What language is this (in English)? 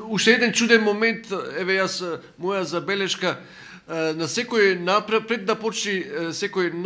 Macedonian